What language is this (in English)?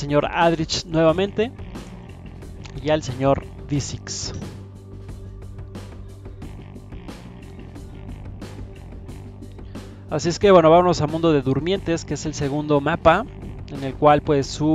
Spanish